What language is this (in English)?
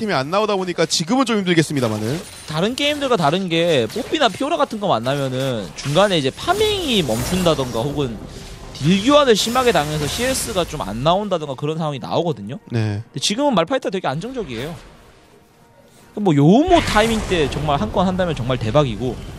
Korean